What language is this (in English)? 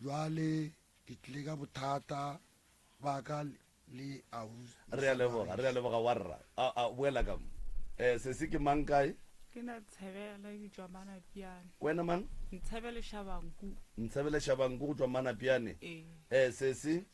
Northern Sotho